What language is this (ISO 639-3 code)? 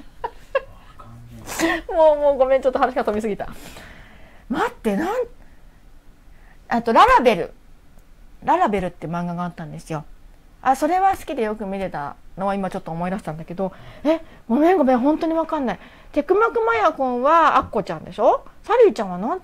jpn